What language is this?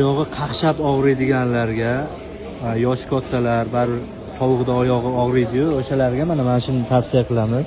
Uzbek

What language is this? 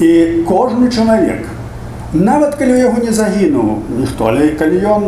Belarusian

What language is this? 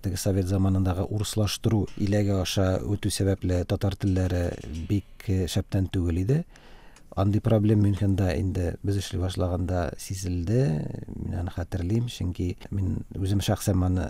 Tatar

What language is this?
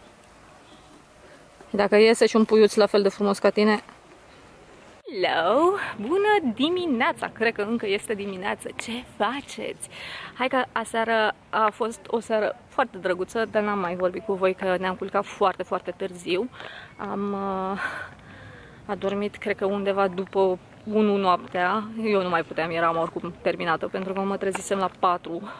Romanian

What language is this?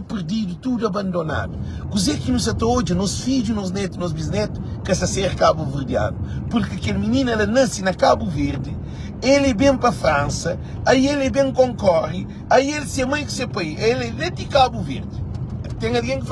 Kabuverdianu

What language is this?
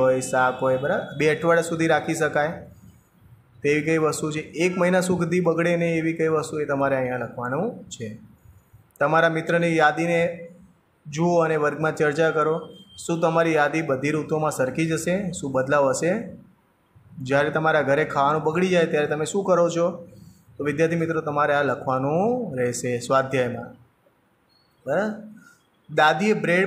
Gujarati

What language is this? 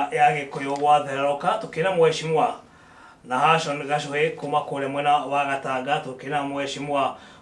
Kikuyu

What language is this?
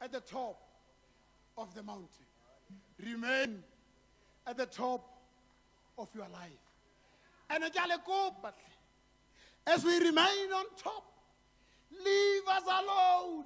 Tswana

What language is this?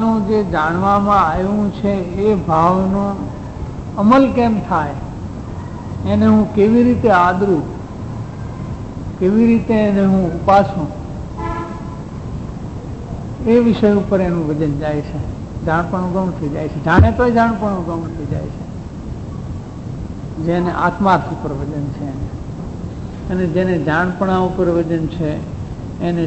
Gujarati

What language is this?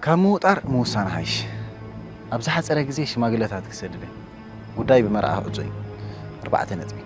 Tigrinya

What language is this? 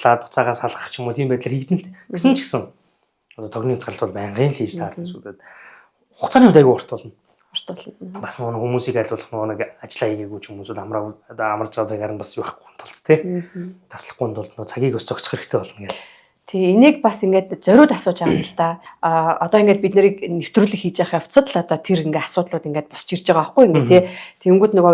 Mongolian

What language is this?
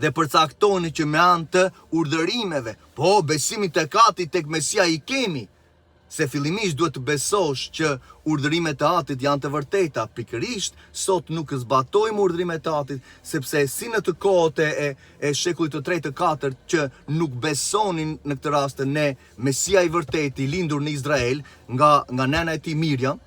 Albanian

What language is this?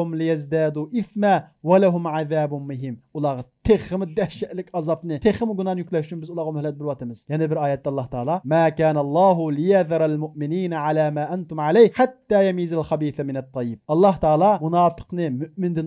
Uyghur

